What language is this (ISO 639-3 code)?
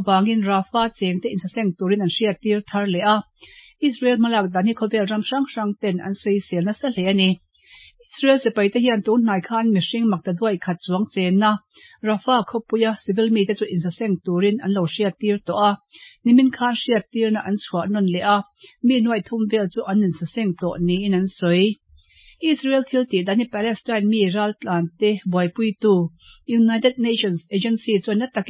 lus